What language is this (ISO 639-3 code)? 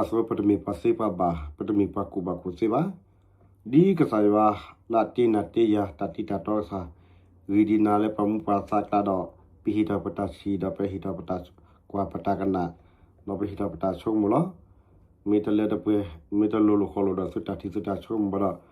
ksw